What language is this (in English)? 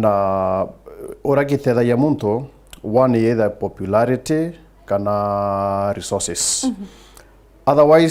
Meru